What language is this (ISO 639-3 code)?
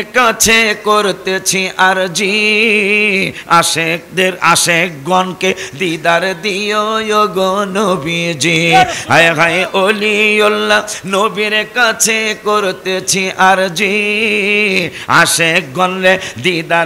ben